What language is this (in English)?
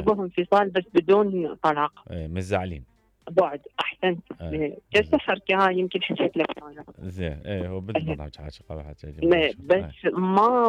Mesopotamian Arabic